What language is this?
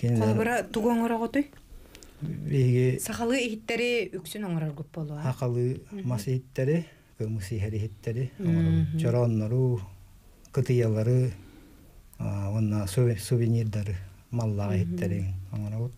Yakut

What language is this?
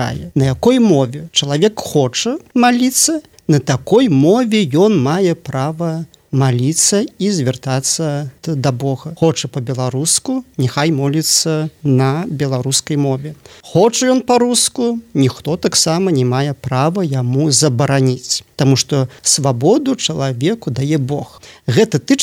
Belarusian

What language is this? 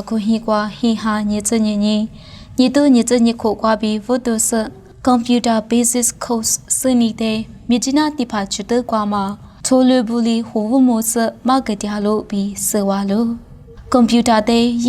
Lisu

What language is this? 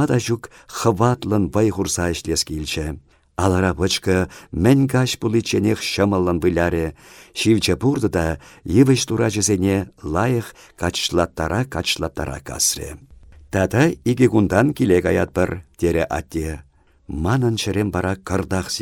Chuvash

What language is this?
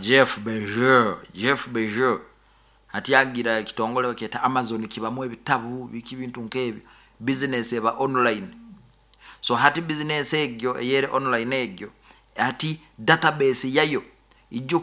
Nyoro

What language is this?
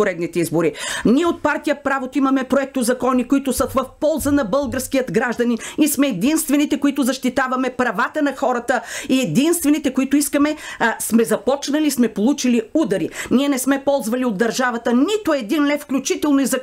Bulgarian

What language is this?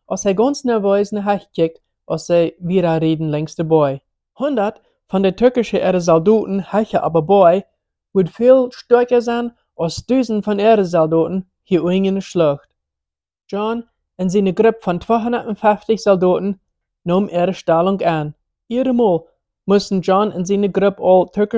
Plautdietsch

